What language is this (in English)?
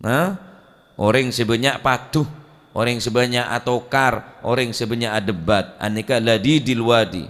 Madurese